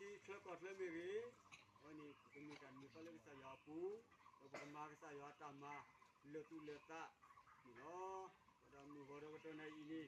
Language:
S'gaw Karen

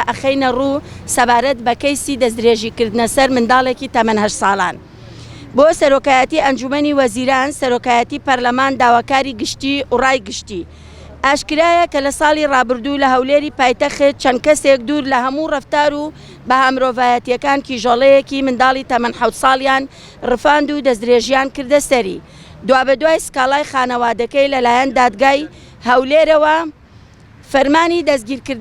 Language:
Central Kurdish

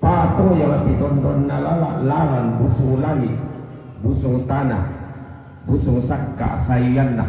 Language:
Toraja-Sa'dan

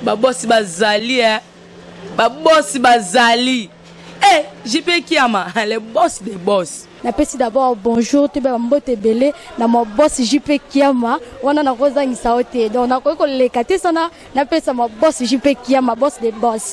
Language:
Lingala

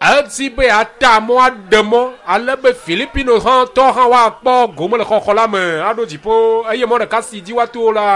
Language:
Ewe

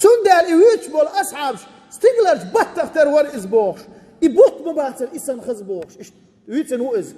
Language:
Chechen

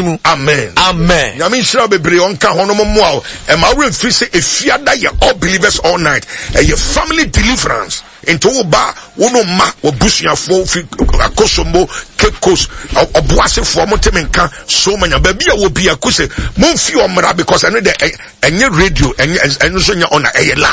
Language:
Akan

